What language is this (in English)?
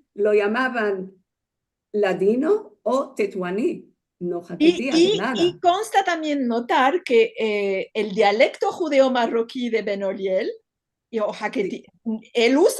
Ladino